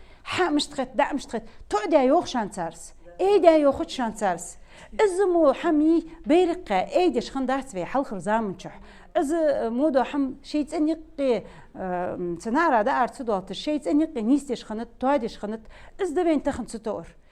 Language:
Ingush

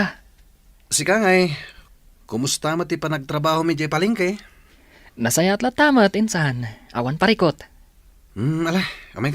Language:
Iloko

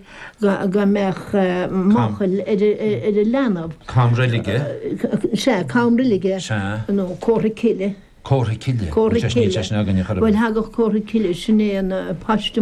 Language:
Irish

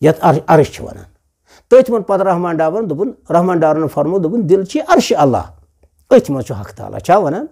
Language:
Kashmiri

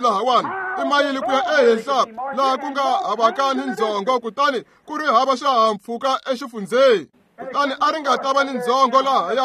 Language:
Tsonga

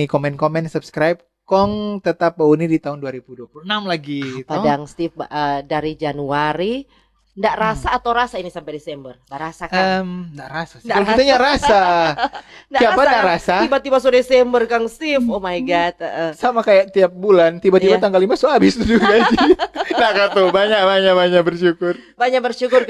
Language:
Manado Malay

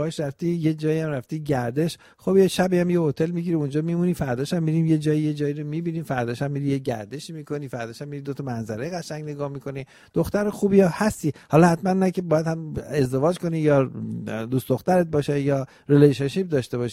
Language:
Persian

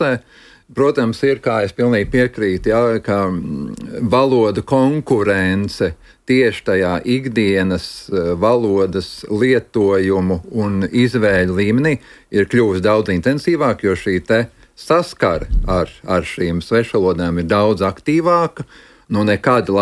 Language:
Latvian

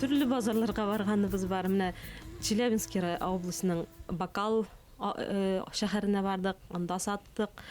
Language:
Bashkir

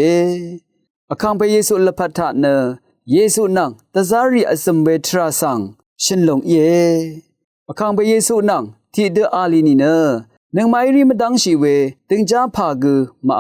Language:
Rawang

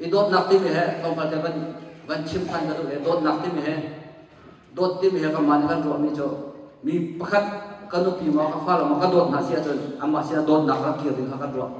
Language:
Hakha Chin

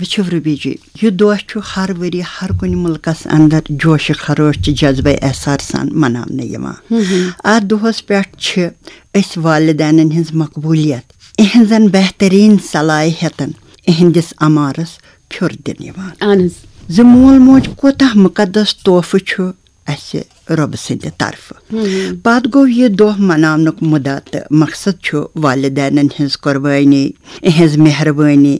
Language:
Kashmiri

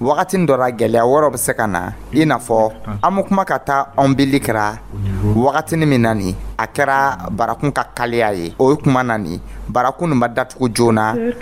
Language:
Dyula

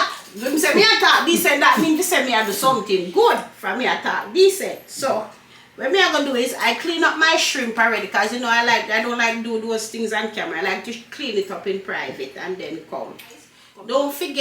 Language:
Jamaican Creole English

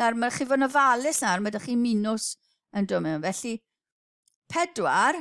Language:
Welsh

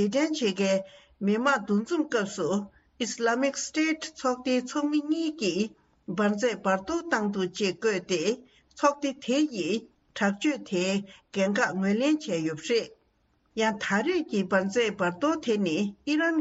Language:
Tibetan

